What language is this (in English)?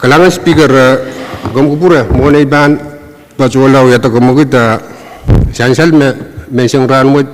Pohnpeian